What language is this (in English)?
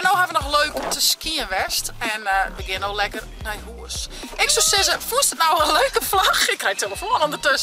Western Frisian